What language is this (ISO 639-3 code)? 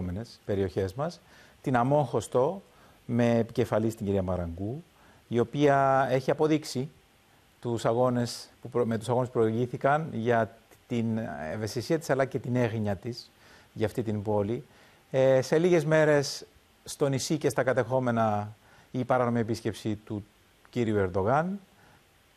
ell